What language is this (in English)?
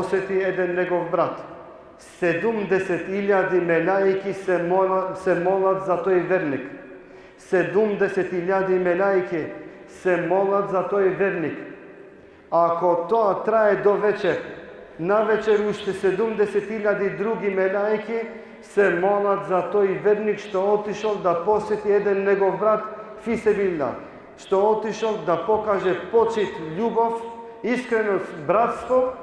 Balkan Romani